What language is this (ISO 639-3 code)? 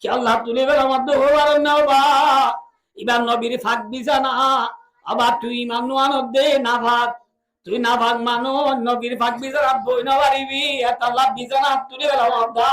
rhg